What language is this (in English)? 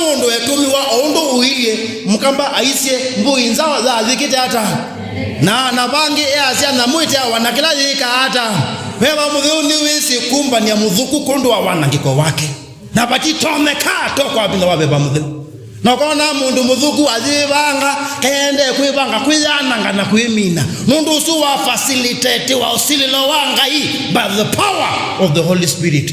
Kamba